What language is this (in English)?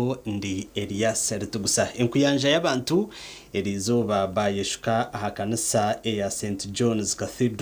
Nyankole